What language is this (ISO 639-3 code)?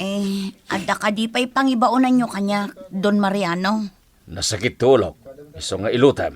ilo